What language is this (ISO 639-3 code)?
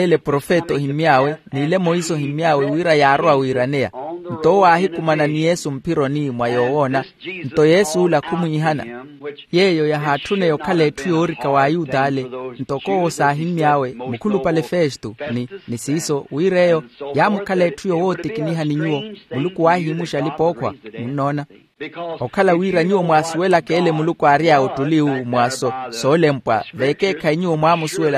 vmw